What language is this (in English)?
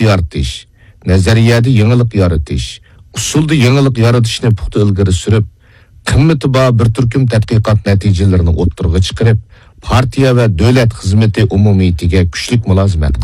Uyghur